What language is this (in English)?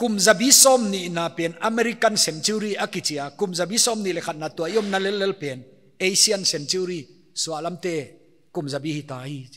Paite Chin